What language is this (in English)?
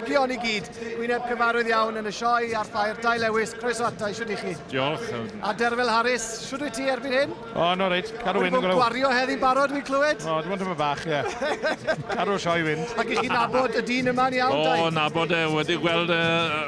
Welsh